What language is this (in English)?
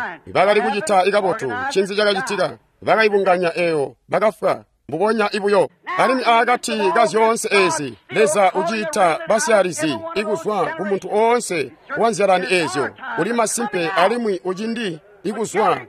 Tonga (Zambia)